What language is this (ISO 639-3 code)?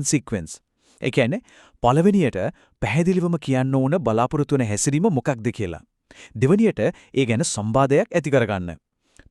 sin